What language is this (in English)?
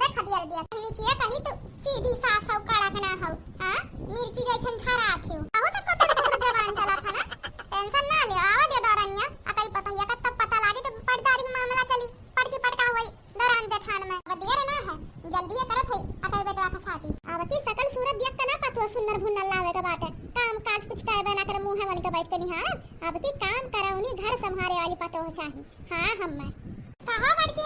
Awadhi